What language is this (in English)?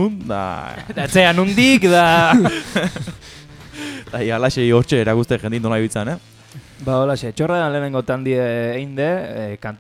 Basque